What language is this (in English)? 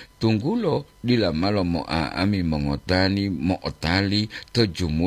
Gorontalo